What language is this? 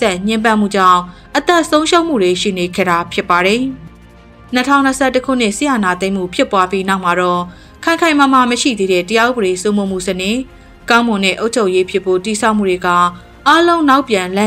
Burmese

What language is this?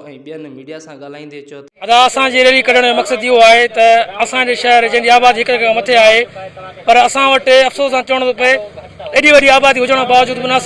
Sindhi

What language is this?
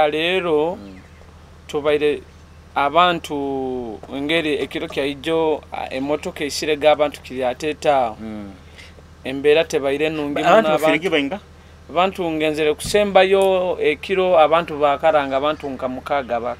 Nyoro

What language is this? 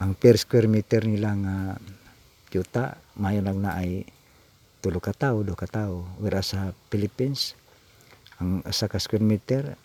Cebuano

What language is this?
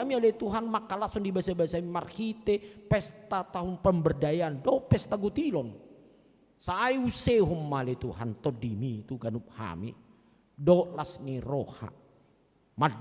Batak Toba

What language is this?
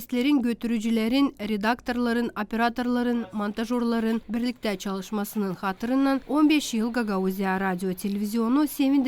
Gagauz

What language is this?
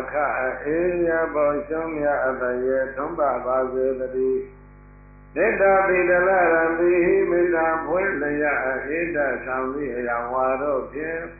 Burmese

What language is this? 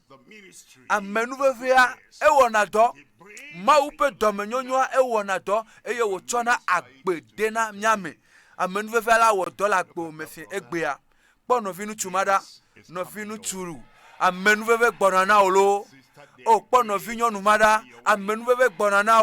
Ewe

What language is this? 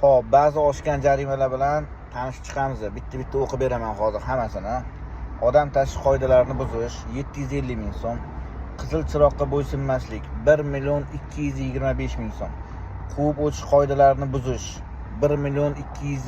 Uzbek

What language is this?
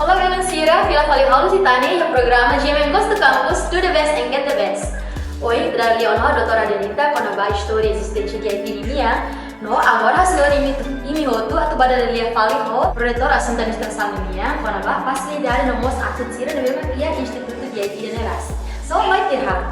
Tetum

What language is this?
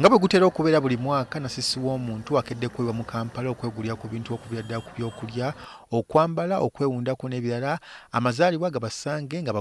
Ganda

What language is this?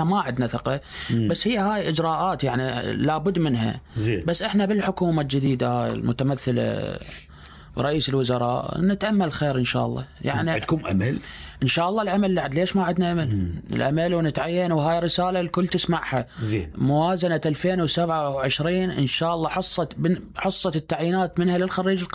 Mesopotamian Arabic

